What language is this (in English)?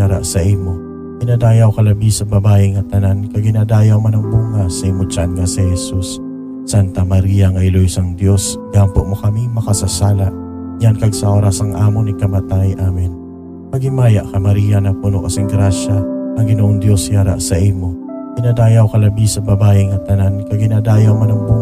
Hiligaynon